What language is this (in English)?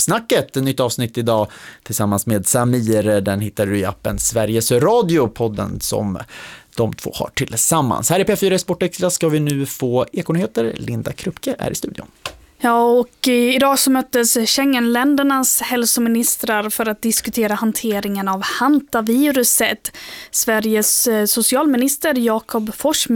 Swedish